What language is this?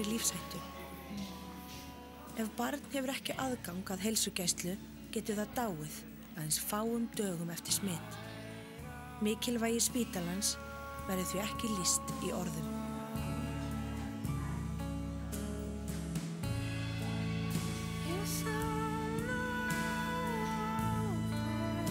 Icelandic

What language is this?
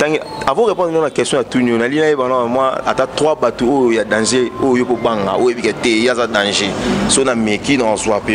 Lingala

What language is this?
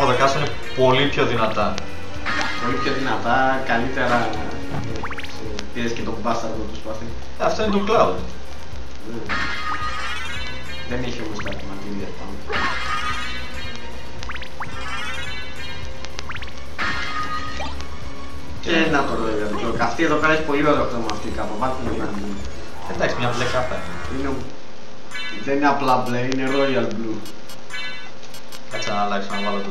Greek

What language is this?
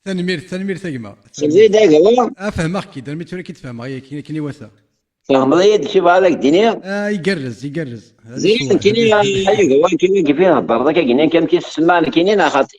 Kabyle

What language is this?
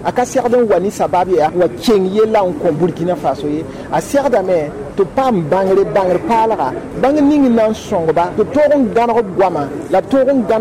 Mossi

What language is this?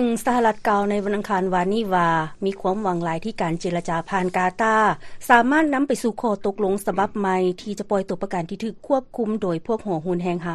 Lao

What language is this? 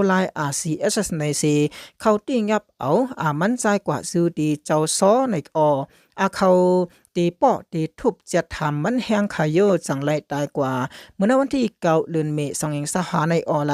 Shan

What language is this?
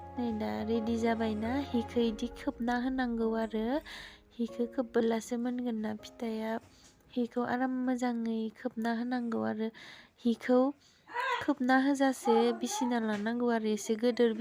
Bodo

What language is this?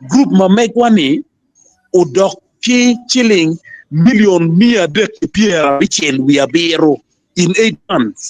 Acoli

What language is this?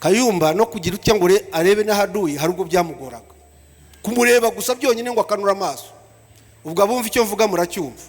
Kinyarwanda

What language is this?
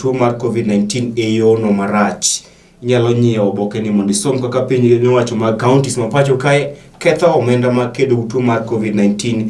Luo (Kenya and Tanzania)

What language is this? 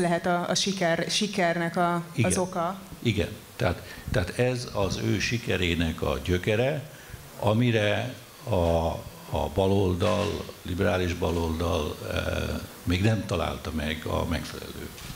Hungarian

